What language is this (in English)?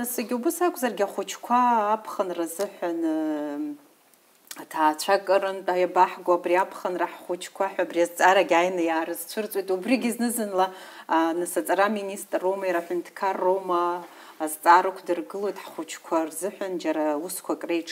Abkhazian